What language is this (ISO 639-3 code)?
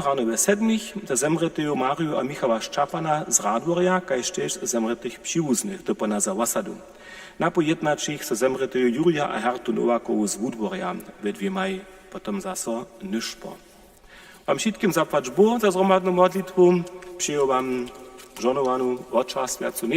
hsb